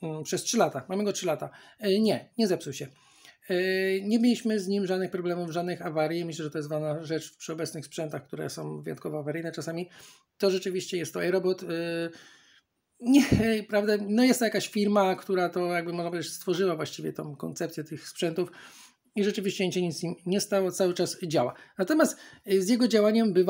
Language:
Polish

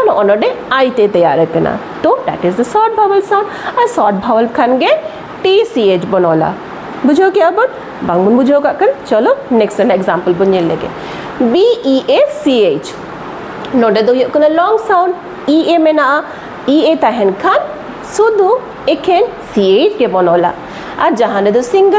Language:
Santali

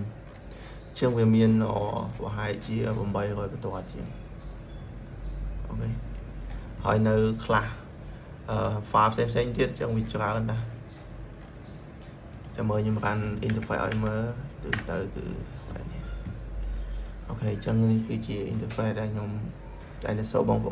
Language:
Khmer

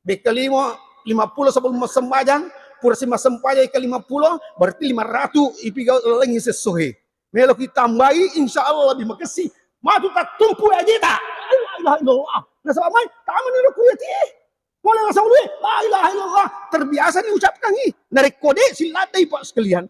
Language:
Buginese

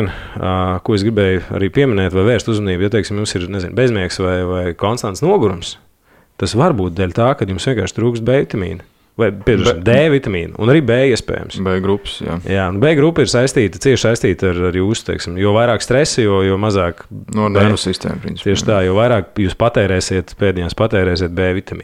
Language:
Latvian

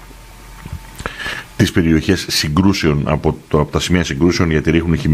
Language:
Greek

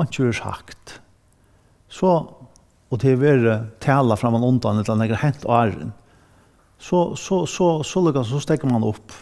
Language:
Faroese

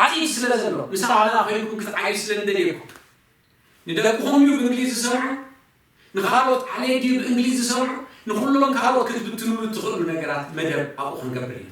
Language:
Tigrinya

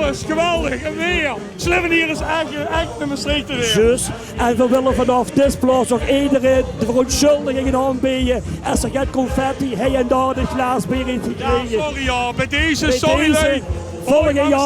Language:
Limburgish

